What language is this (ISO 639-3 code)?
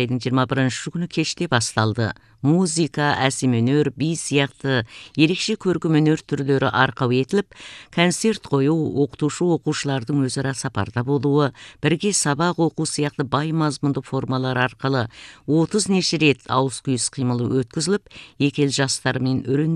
kaz